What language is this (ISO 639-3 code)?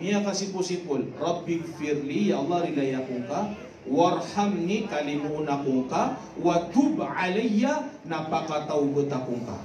mrw